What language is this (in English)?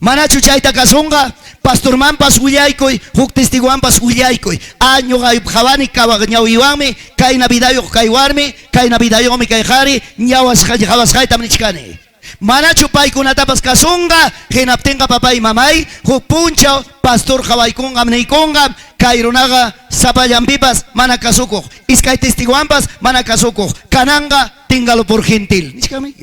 Ayacucho Quechua